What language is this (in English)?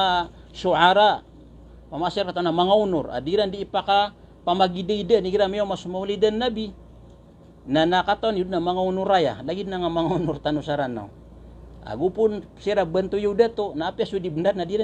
Maranao